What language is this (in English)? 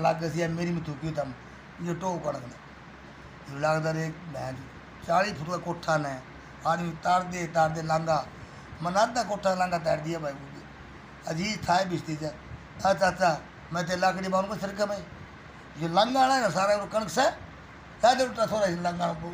Haryanvi